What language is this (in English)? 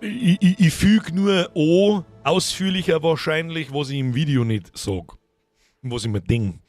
Bavarian